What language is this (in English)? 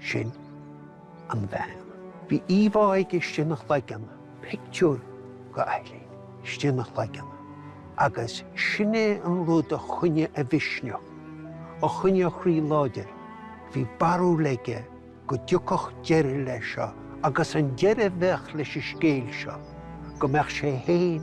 Irish